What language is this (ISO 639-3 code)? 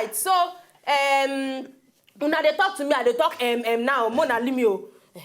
pcm